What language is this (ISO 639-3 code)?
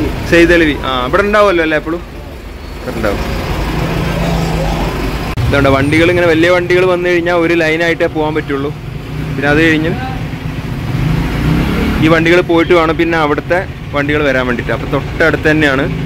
mal